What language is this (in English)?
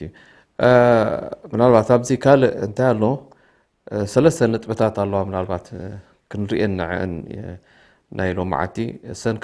Tigrinya